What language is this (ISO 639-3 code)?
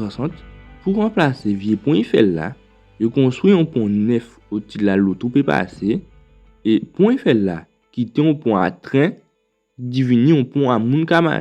gcf